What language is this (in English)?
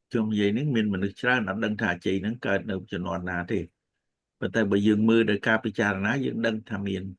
Khmer